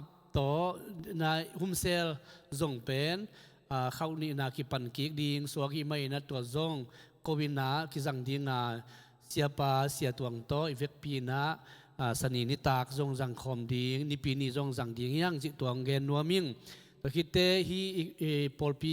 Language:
Tedim Chin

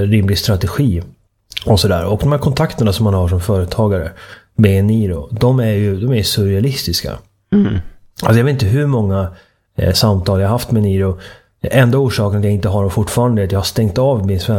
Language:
Swedish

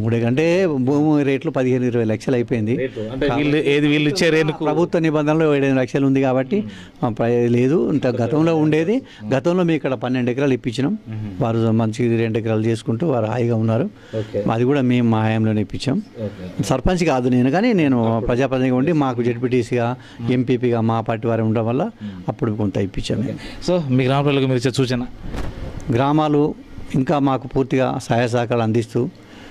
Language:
Telugu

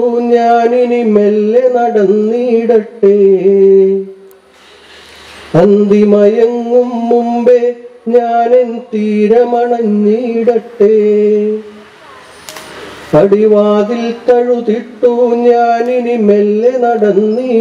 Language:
Malayalam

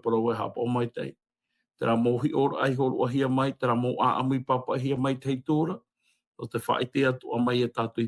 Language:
Tahitian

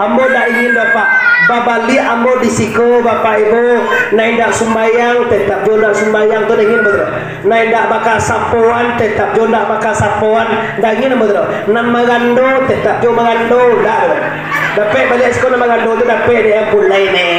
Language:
Minangkabau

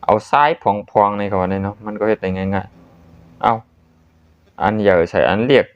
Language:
Shan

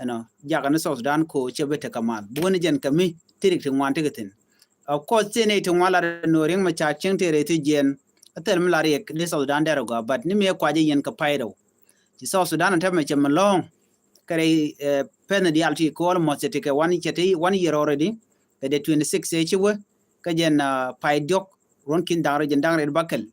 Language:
Nuer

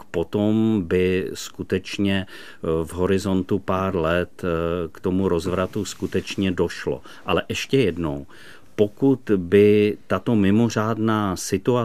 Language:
Czech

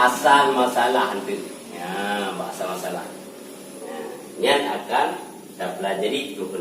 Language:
Achinese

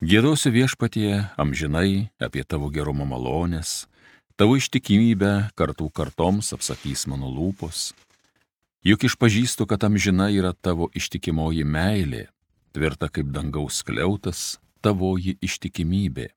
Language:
Lithuanian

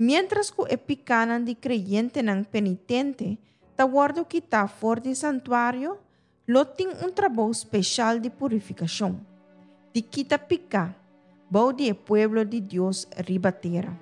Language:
Papiamento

